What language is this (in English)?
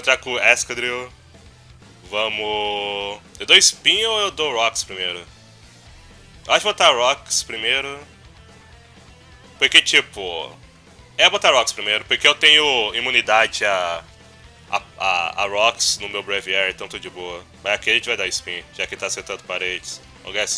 Portuguese